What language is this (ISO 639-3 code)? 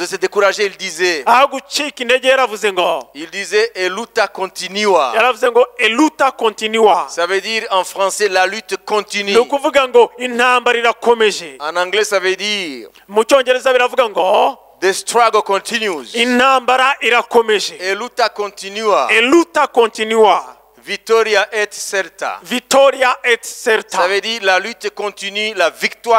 kin